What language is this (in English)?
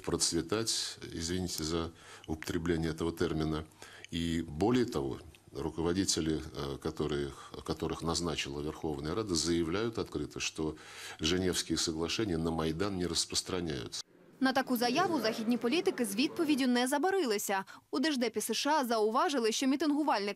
Ukrainian